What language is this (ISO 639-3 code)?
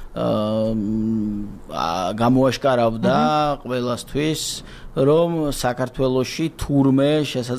kat